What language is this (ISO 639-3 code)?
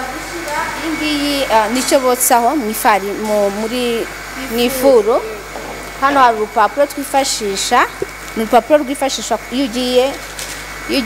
kin